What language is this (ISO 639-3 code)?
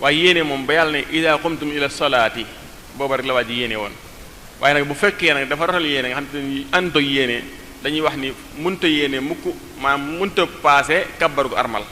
wol